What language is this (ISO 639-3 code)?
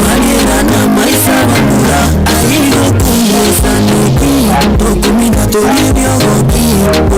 guz